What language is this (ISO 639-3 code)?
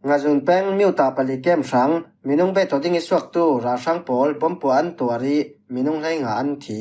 cfm